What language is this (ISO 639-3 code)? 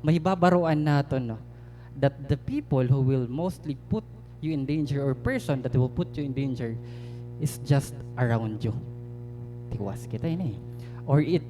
war